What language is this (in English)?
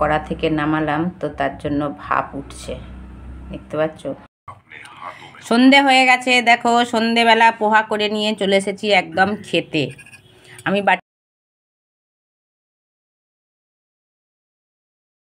Bangla